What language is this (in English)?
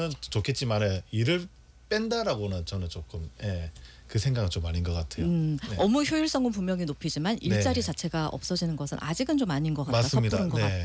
Korean